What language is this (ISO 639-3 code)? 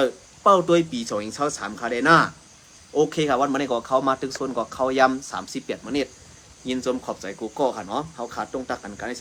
shn